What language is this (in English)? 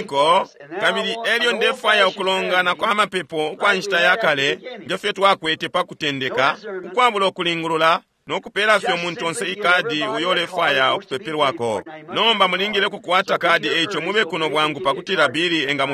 Bemba